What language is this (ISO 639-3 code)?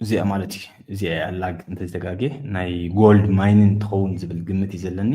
tir